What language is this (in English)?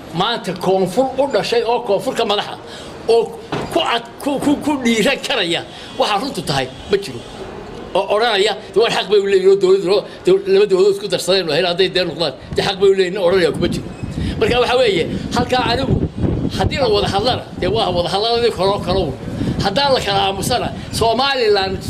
Somali